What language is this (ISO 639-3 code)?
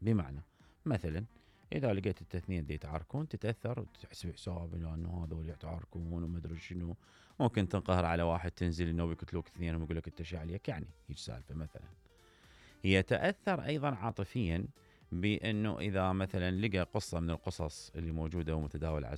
acm